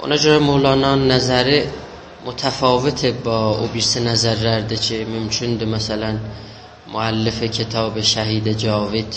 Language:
South Azerbaijani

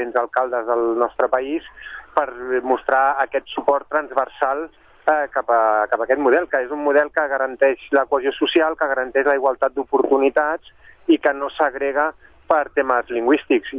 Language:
Catalan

